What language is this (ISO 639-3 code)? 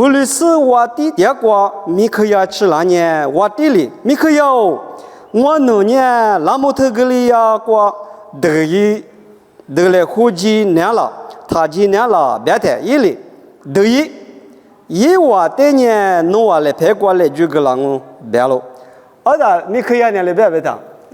lis